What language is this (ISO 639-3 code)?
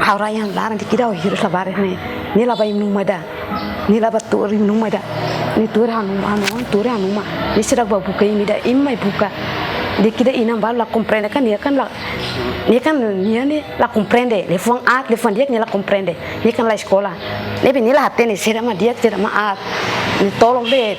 tet